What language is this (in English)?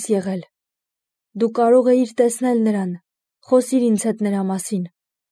Armenian